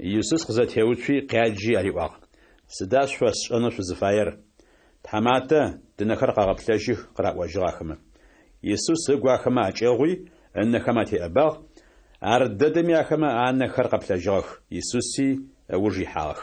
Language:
Adyghe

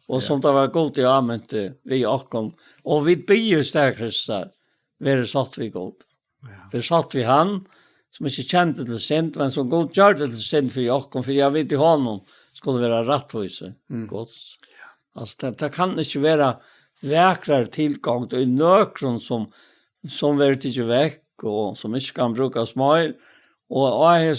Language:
Faroese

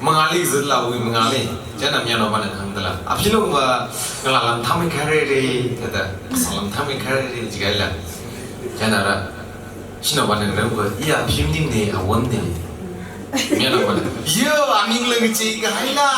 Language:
Tangkhul Naga (India)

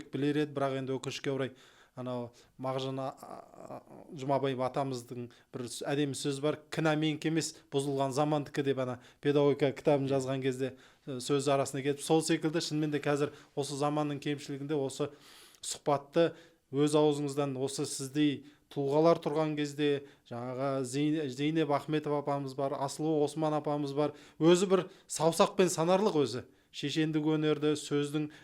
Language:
Kazakh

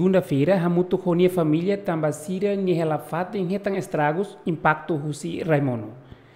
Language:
Tetum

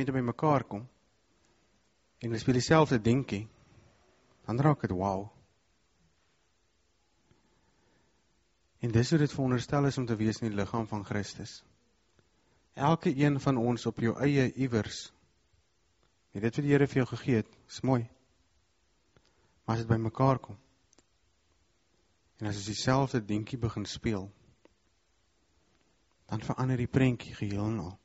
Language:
Afrikaans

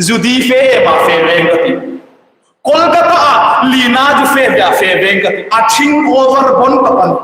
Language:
Hmar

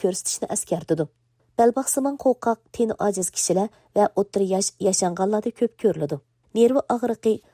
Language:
Uyghur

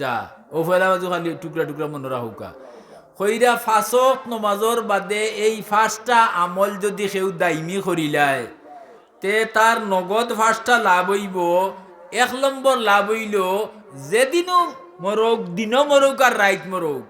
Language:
Sylheti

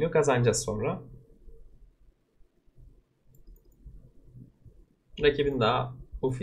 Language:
Turkish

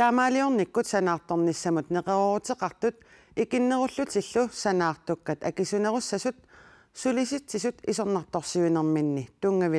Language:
Kalaallisut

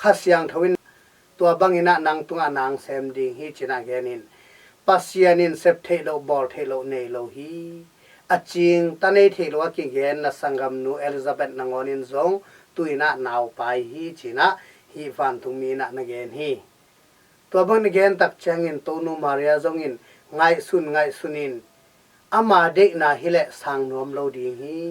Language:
Tedim Chin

